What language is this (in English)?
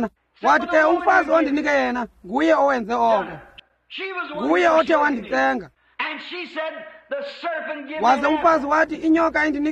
Xhosa